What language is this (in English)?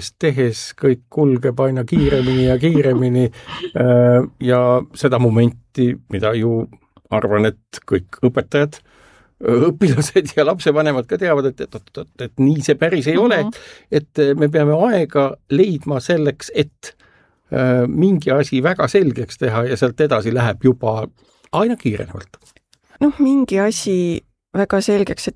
Estonian